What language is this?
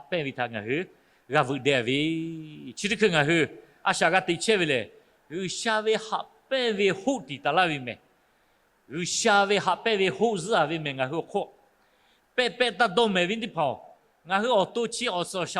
Lahu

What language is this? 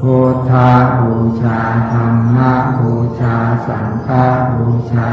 Pali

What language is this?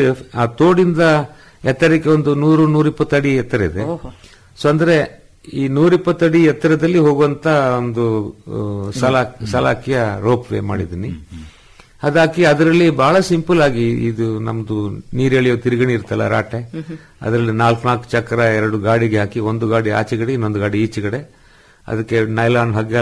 Kannada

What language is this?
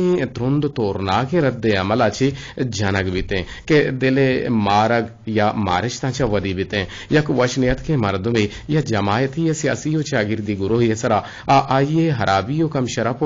Eastern Balochi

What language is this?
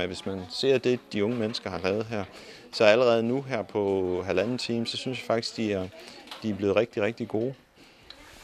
Danish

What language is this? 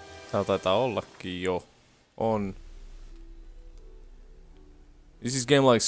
Finnish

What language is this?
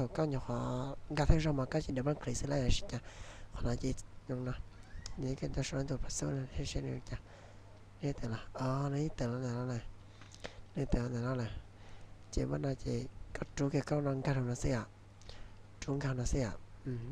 Hmong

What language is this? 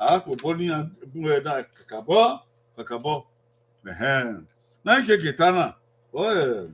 Bini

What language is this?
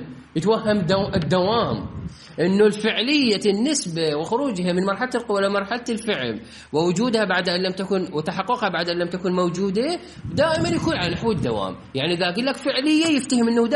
Mesopotamian Arabic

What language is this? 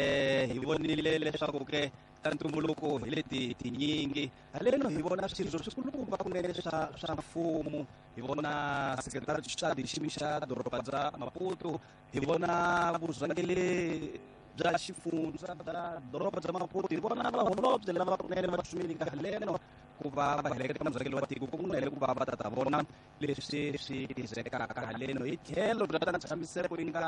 Tsonga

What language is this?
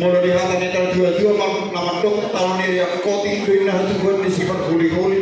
Batak Toba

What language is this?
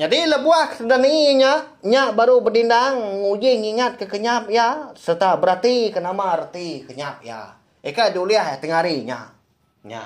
Iban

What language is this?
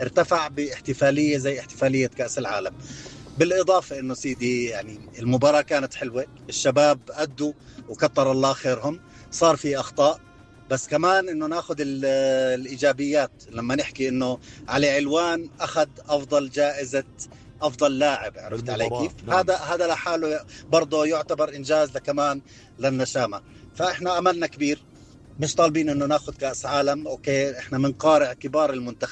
North Levantine Arabic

